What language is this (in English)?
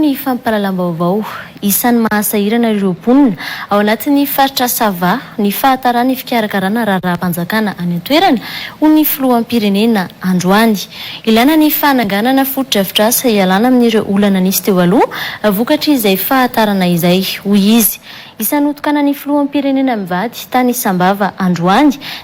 Malagasy